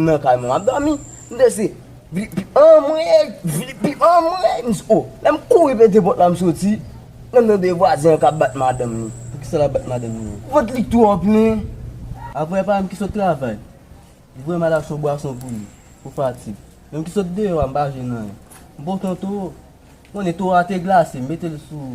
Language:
Haitian Creole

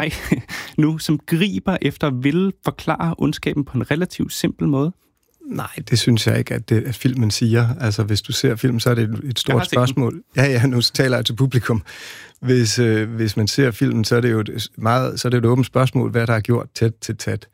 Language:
Danish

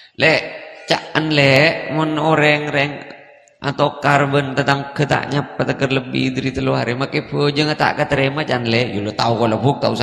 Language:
Madurese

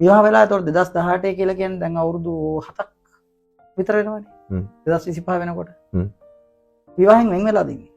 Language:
Sinhala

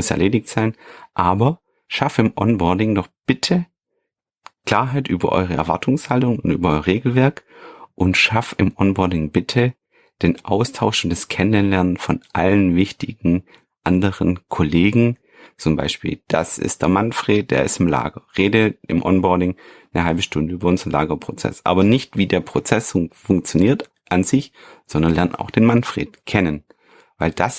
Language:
German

